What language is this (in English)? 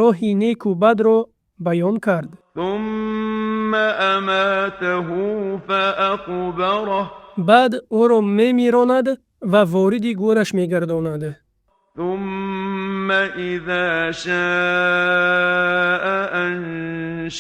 Tajik